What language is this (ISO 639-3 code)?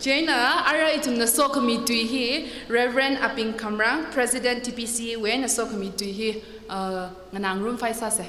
nmf